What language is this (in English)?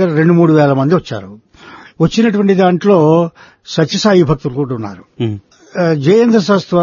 Telugu